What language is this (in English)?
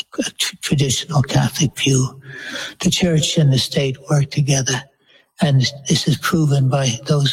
English